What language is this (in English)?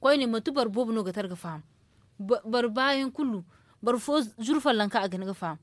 Zarma